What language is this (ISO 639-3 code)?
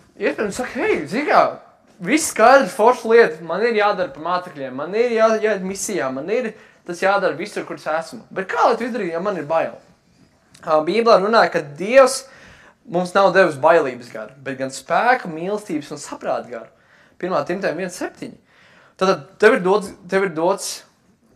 lav